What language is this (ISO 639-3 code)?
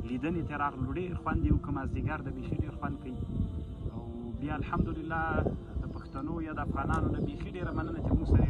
pus